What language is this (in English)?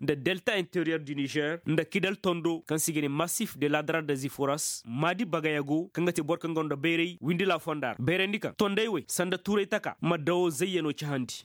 Koyraboro Senni